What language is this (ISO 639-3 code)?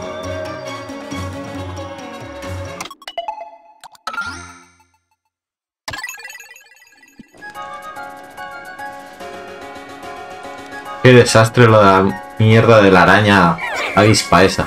spa